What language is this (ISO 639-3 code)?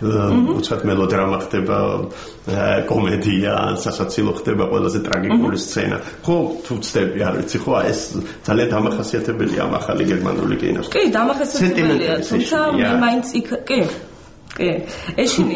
kat